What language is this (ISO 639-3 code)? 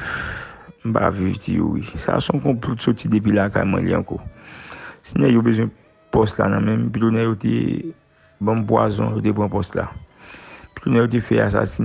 hat